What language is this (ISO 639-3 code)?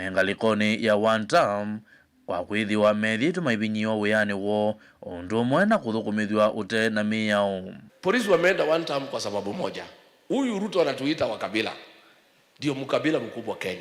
kam